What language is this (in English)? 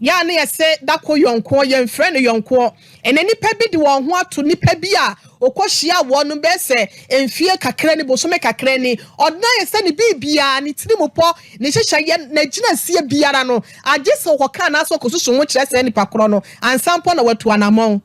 Akan